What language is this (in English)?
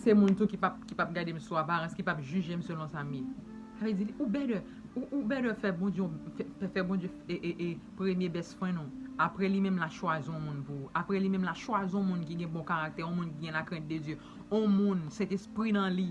Haitian Creole